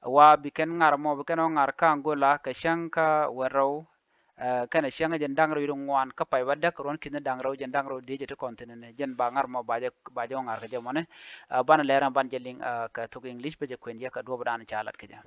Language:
Nuer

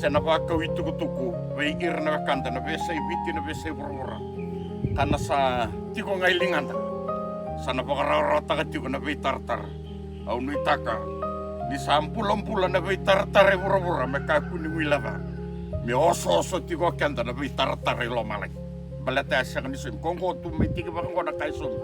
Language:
Fijian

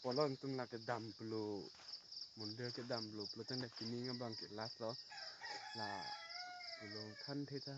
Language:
Karbi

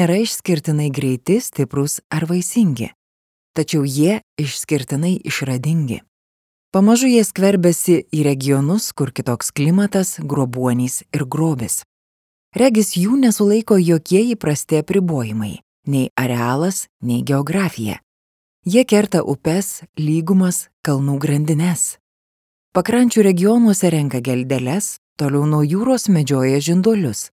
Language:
Lithuanian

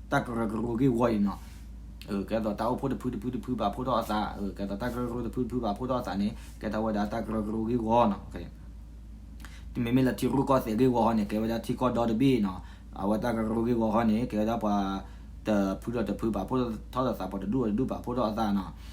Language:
S'gaw Karen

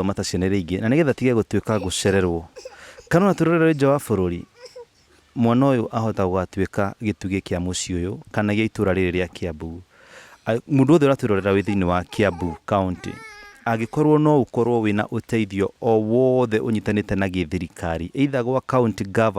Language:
Kikuyu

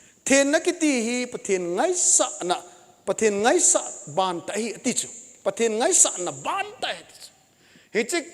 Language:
Thado Chin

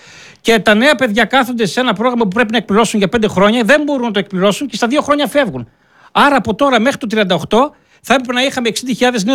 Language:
Greek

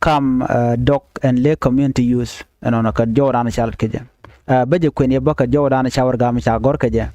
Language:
Nuer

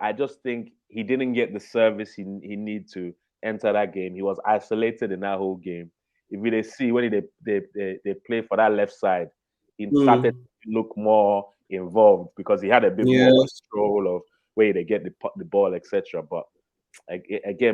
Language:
Nigerian Pidgin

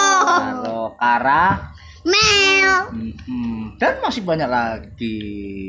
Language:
Indonesian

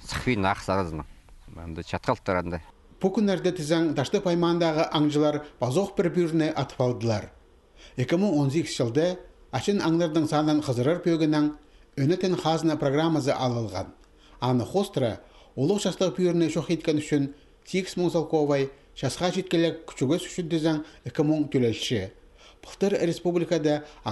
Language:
Khakas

